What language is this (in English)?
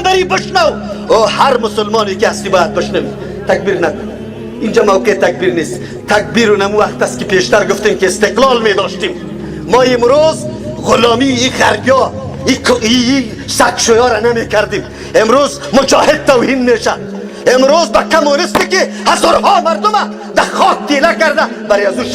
Persian